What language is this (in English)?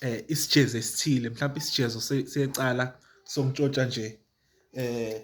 Zulu